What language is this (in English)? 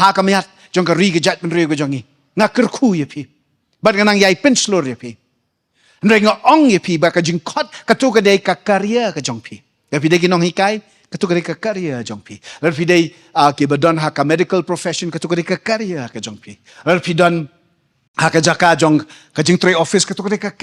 Khasi